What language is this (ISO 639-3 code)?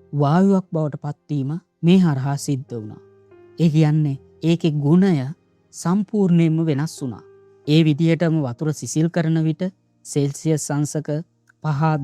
sin